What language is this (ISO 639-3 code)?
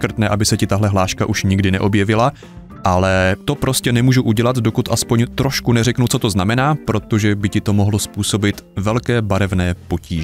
ces